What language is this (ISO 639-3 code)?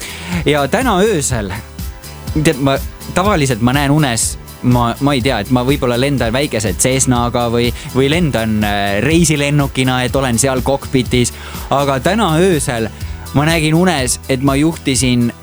est